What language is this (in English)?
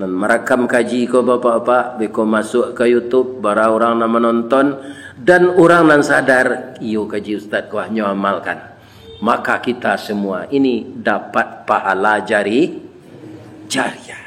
Minangkabau